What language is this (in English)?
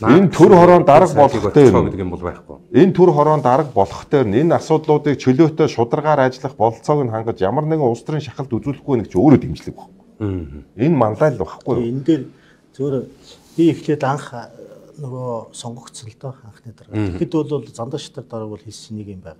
Mongolian